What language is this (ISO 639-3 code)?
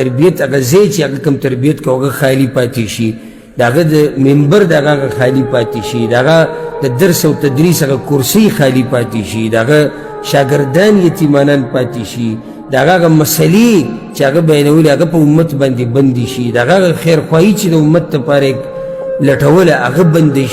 pus